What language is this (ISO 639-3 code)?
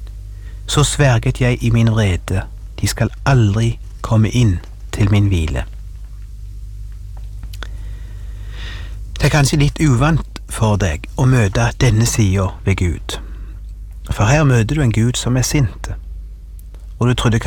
nor